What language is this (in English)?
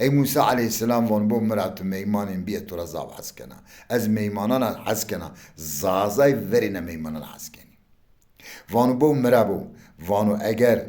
Zaza